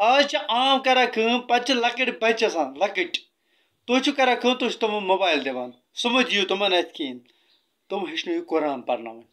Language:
Kashmiri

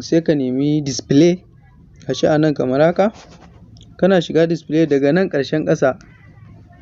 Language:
Hausa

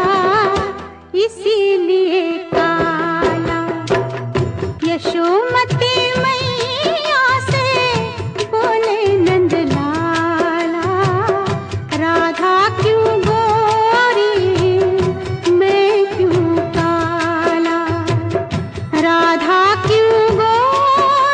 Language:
Hindi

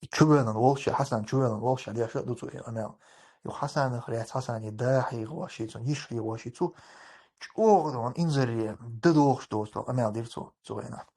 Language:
Chechen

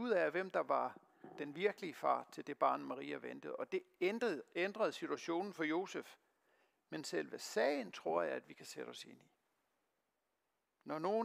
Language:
Danish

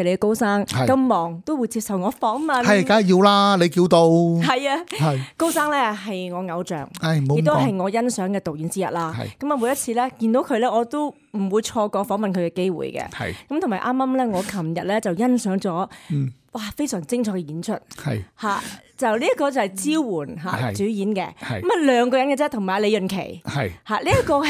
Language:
Cantonese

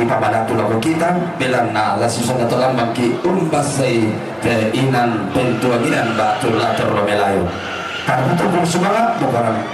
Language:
Toraja-Sa'dan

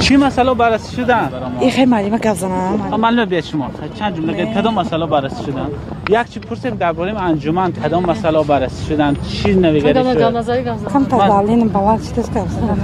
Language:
Tajik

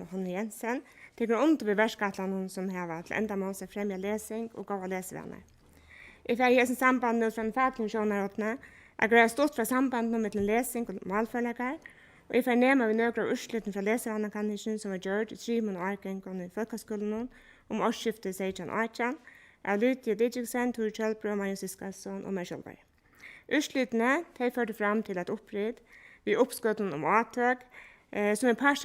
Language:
Faroese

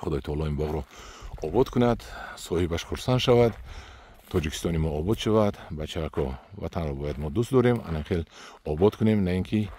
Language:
Tajik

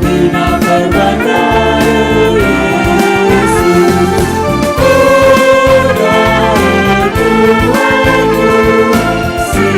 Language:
Batak Karo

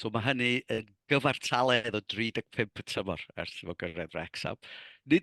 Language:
Welsh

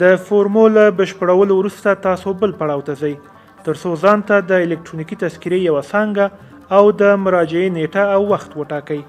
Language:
Pashto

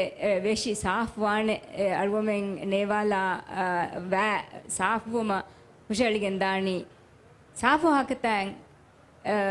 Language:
Divehi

